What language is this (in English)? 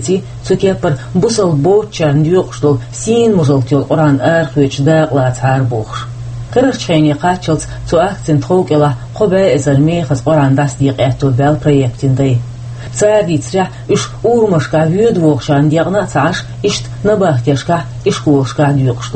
Chechen